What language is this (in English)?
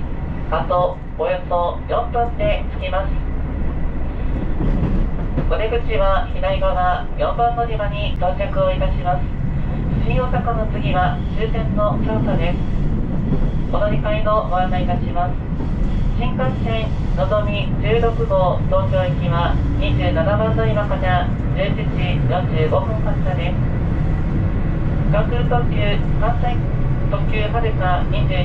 Japanese